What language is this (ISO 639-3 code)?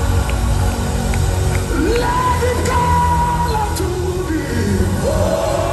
eng